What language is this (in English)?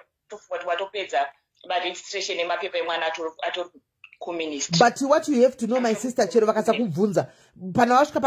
Shona